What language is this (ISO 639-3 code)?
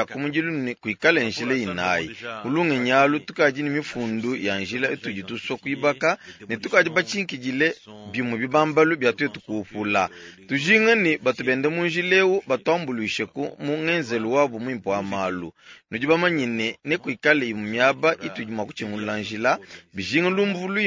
lua